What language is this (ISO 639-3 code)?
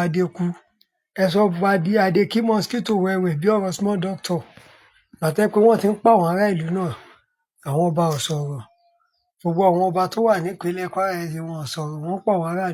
yor